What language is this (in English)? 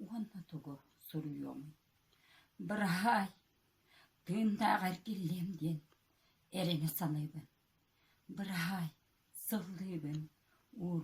Yakut